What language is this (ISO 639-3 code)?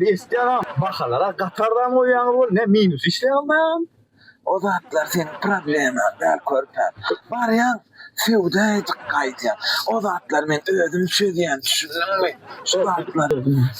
tuk